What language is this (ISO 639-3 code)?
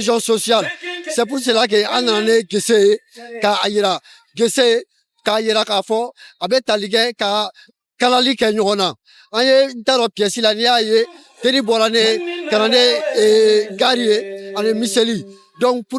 bam